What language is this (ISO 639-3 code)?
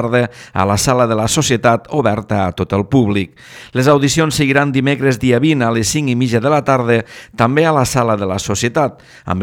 cat